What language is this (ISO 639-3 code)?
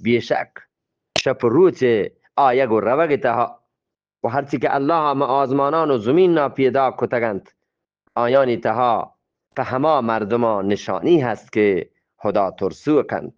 bgp